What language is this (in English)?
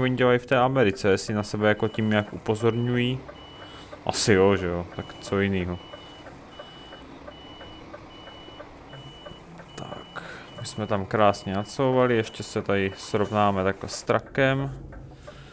Czech